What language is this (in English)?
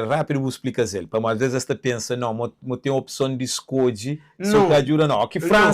Kabuverdianu